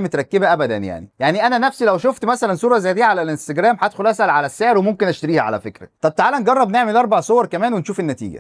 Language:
Egyptian Arabic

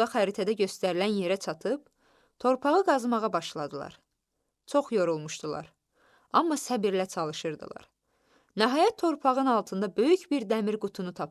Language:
Azerbaijani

